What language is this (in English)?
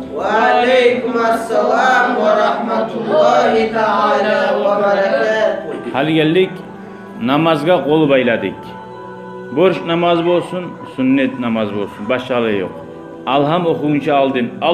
Kumyk